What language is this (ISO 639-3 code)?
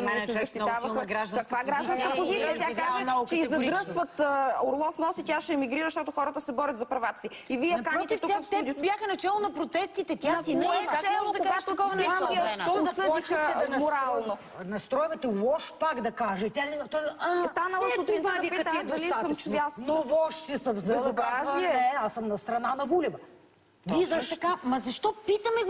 bul